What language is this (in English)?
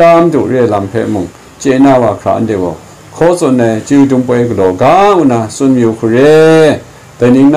Kachin